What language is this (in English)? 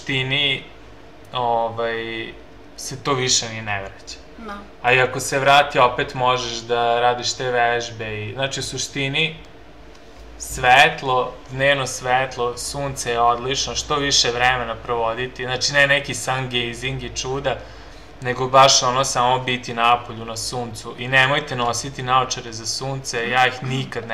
Serbian